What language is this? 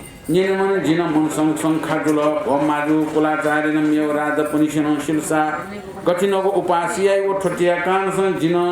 Newari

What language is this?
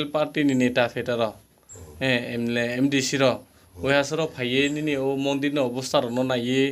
Kok Borok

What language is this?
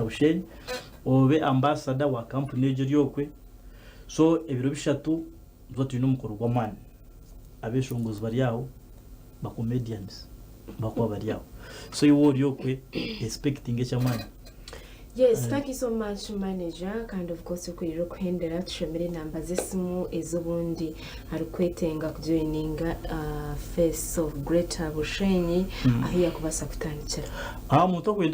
Nyankole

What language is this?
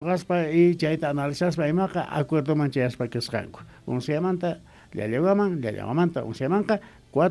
Quechua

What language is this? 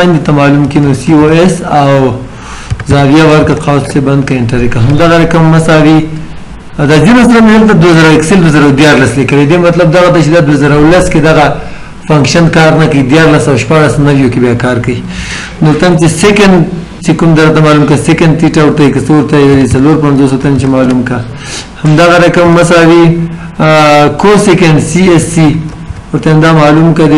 Pashto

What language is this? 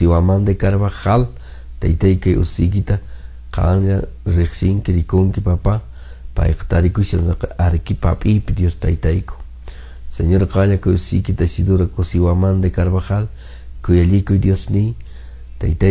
Quechua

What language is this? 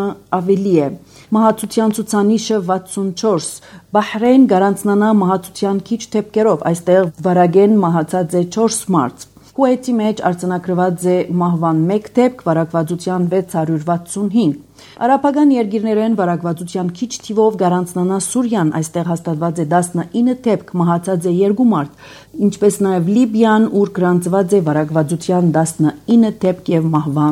Armenian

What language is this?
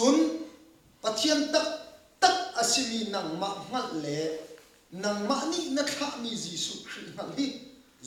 Hakha Chin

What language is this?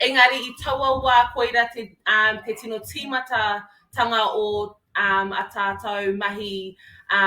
Māori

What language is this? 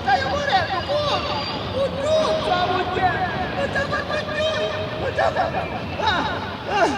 Neapolitan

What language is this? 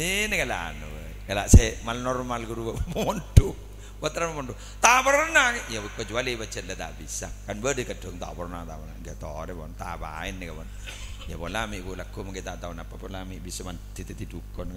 Madurese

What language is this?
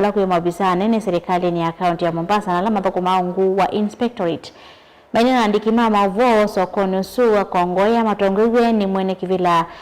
Kamba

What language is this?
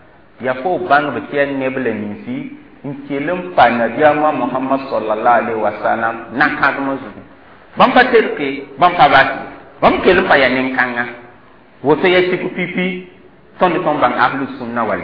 Mossi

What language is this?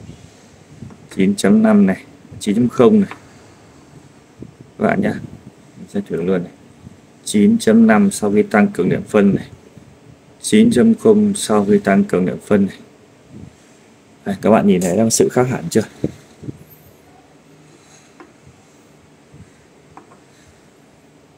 Vietnamese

